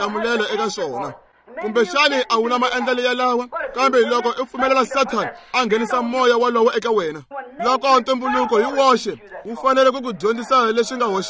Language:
Tsonga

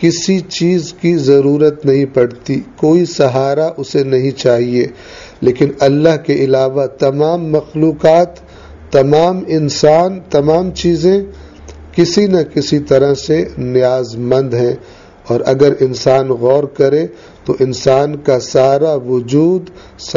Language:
Urdu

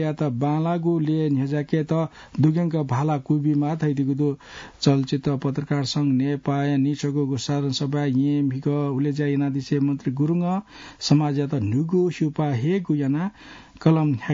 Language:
Newari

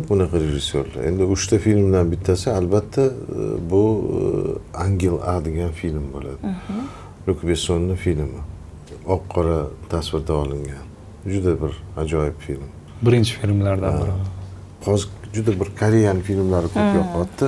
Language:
Uzbek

